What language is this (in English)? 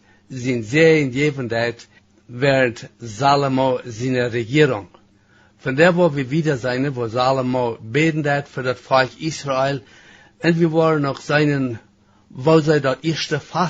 Plautdietsch